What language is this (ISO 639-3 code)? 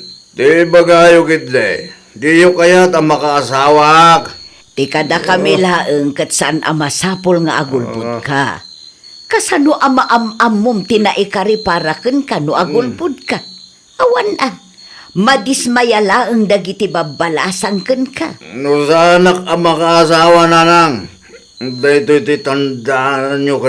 ilo